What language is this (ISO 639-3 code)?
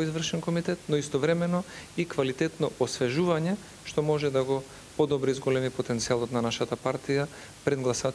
mkd